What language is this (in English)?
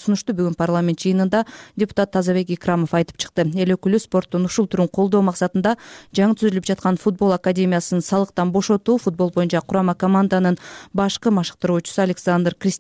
Kyrgyz